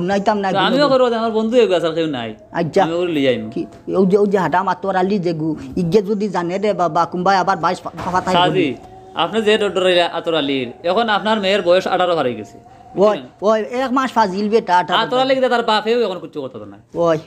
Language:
Sylheti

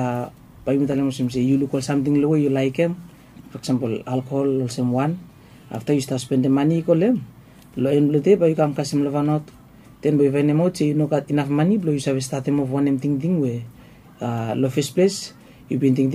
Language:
Bislama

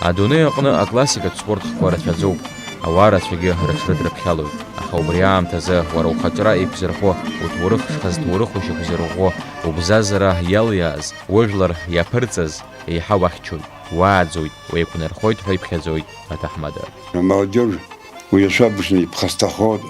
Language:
Abkhazian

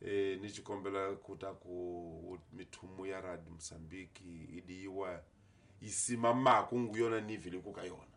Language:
Tsonga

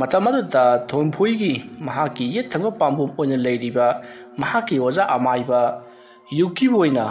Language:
Manipuri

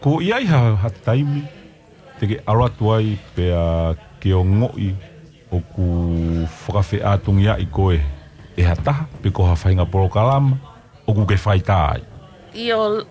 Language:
Tongan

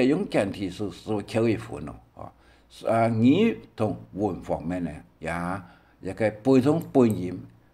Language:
Hakka Chinese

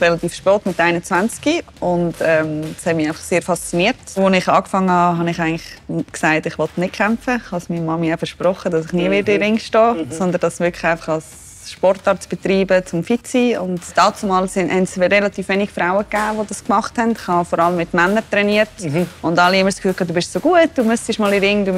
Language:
Swiss German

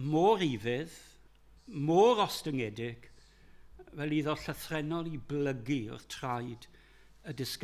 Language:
Welsh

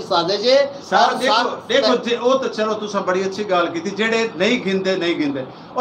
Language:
Saraiki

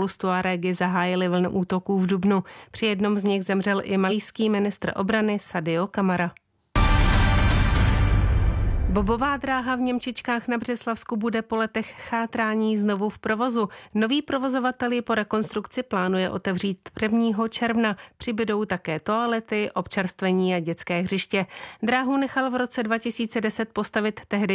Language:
Czech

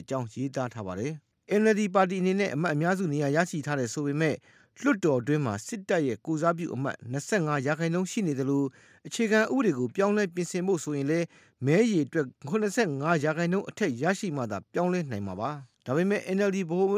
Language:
Burmese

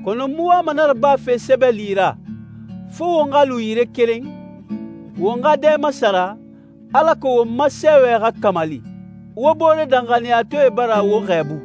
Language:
Susu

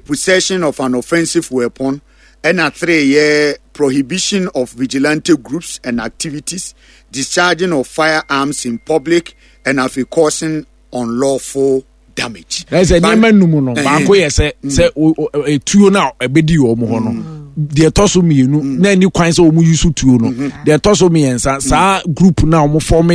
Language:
Akan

